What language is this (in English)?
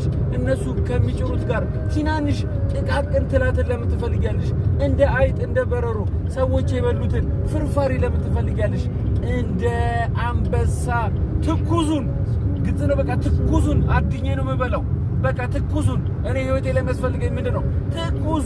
Amharic